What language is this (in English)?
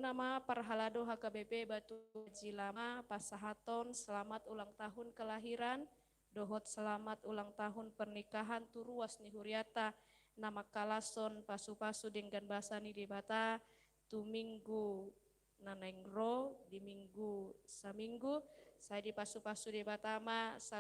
Batak Toba